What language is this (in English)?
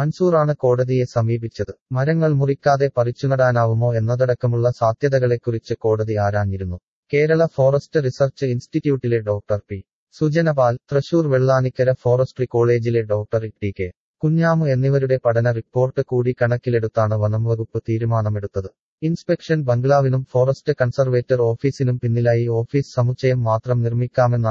Malayalam